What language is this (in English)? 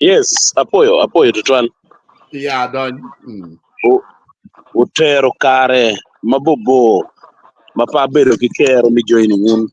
Acoli